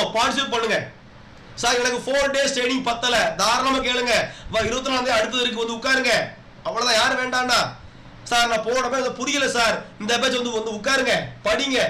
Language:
Tamil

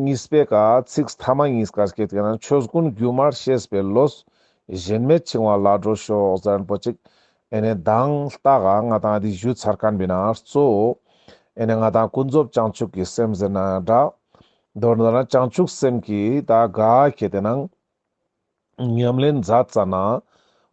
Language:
Ladakhi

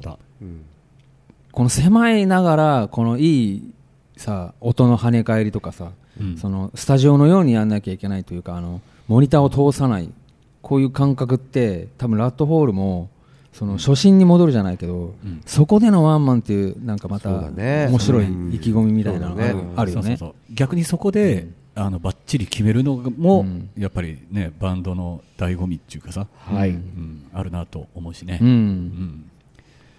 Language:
Japanese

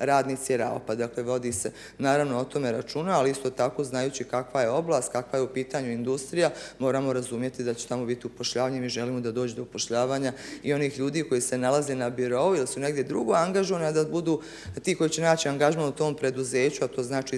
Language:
Bosnian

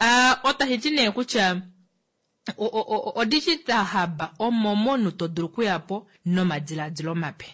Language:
Kuanyama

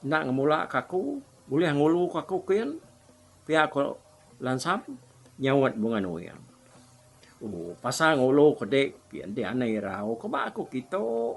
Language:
Iban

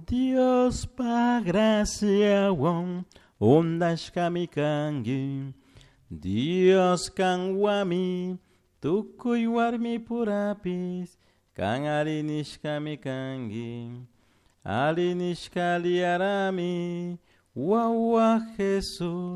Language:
Chimborazo Highland Quichua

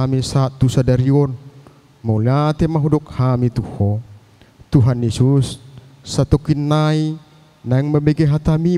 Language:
Batak Toba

